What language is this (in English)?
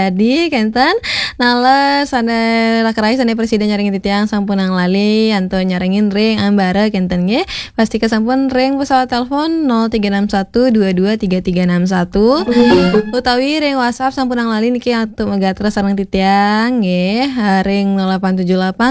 Balinese